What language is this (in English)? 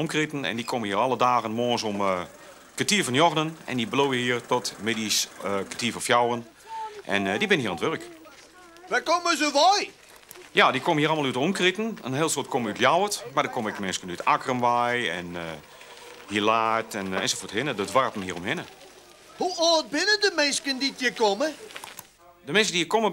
Western Frisian